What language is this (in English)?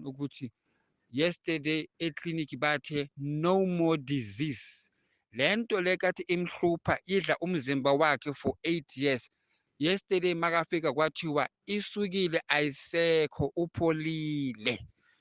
Zulu